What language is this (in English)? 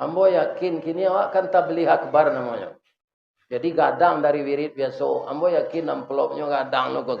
Minangkabau